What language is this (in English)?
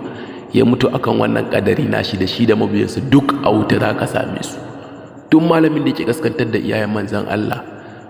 Hausa